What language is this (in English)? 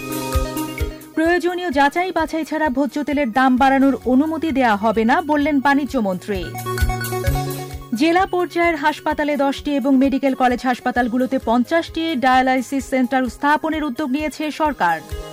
Bangla